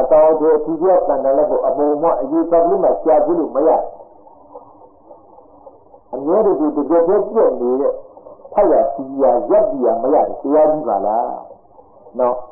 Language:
Burmese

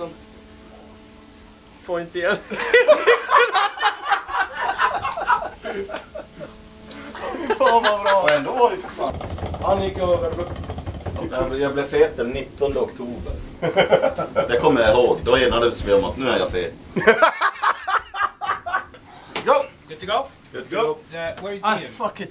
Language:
Swedish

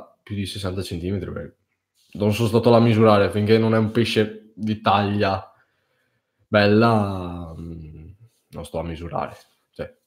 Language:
Italian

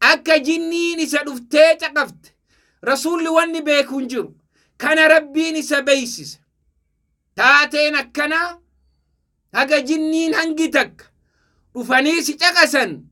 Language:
Oromo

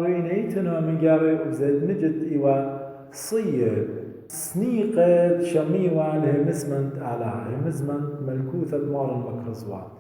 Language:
Assyrian Neo-Aramaic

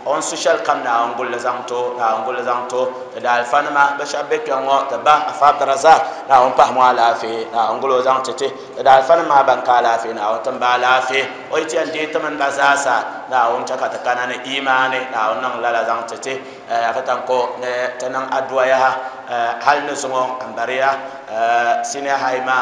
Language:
Dagbani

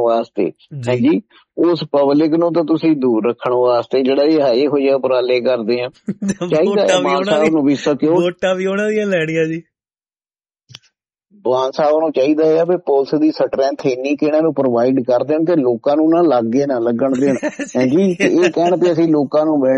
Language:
Punjabi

